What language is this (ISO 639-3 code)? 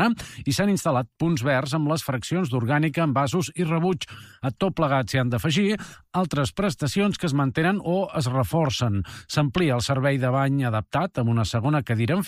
cat